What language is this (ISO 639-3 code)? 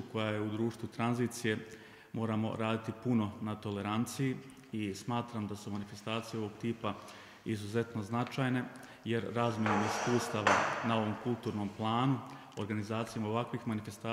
bos